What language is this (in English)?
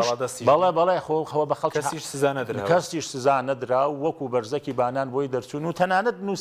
Central Kurdish